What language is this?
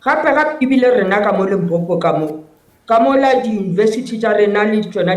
Northern Sotho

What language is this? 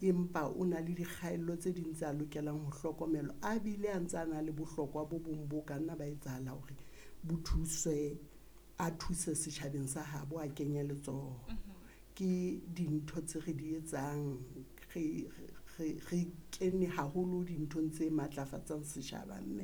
Southern Sotho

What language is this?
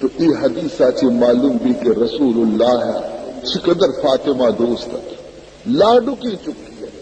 Baluchi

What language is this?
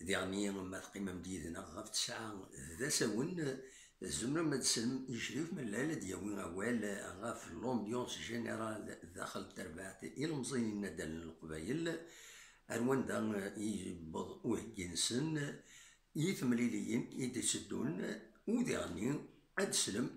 Kabyle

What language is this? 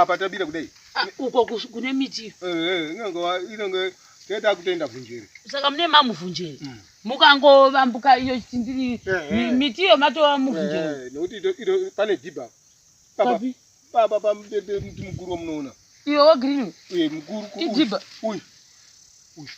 Shona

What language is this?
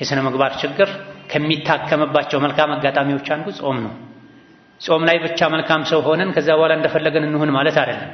Amharic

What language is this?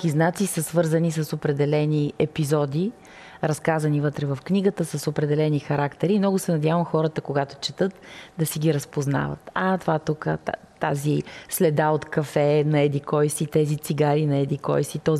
Bulgarian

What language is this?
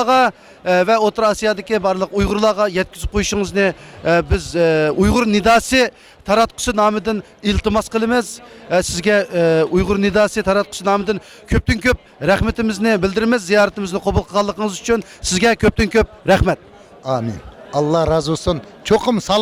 Uyghur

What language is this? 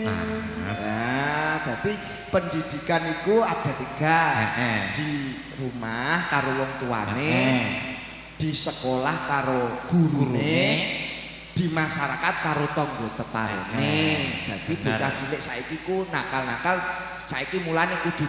Javanese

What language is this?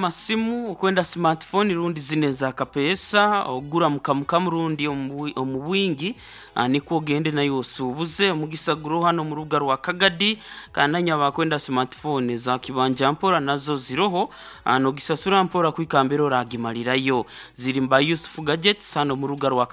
Nyoro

